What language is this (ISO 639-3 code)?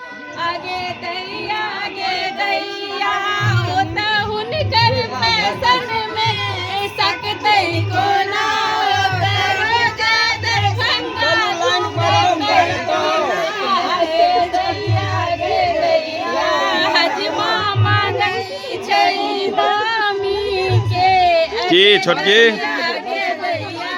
mai